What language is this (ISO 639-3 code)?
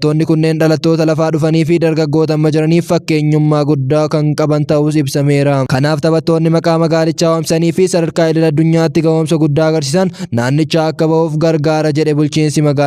orm